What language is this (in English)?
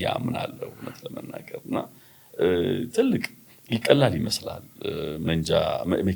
Amharic